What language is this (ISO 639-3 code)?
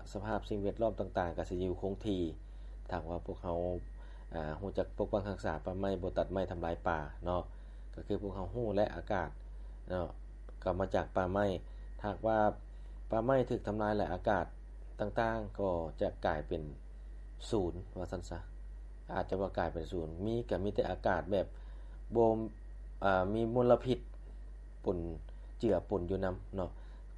lao